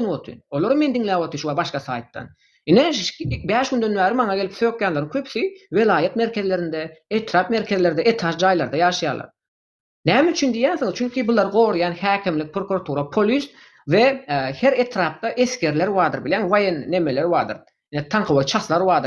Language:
Turkmen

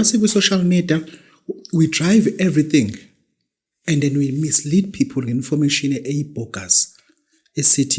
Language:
Zulu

